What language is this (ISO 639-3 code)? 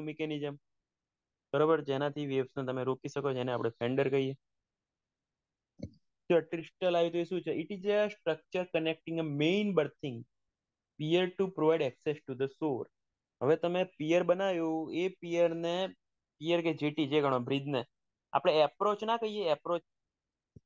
guj